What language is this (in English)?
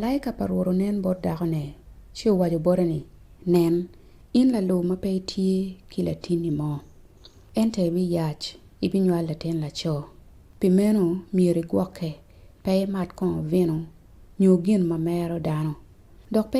Acoli